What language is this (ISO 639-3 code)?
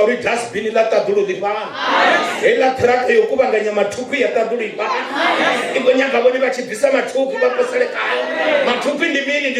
ven